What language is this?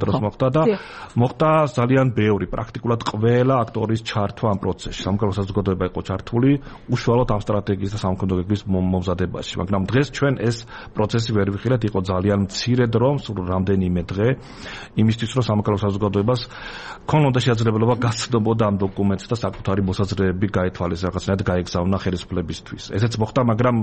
Georgian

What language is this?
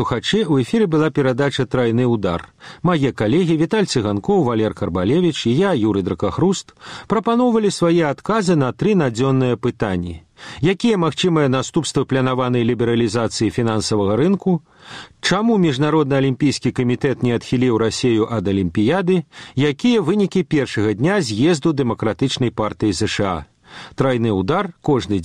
Belarusian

